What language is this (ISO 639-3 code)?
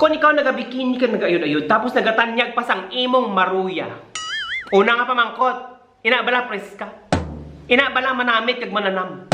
hil